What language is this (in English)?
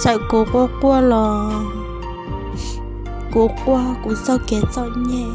Hmong